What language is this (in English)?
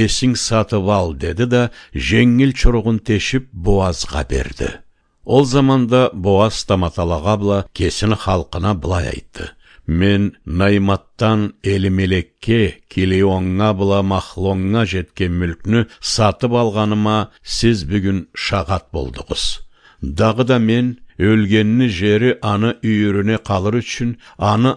Karachay-Balkar